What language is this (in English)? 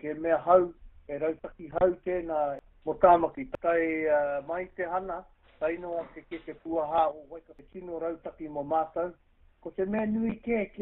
Māori